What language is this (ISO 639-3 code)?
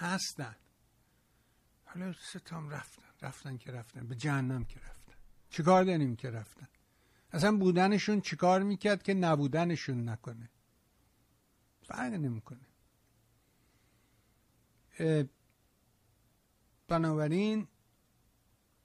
fas